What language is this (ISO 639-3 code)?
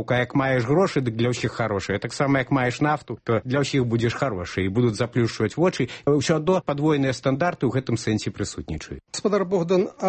bel